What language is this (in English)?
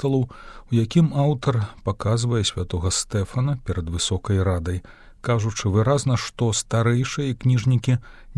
Belarusian